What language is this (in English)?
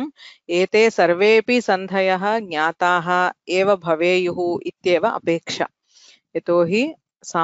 Sanskrit